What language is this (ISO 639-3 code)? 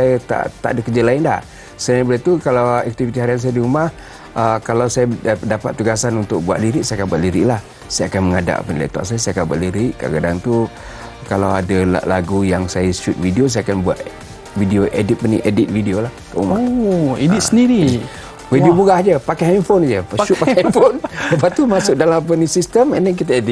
msa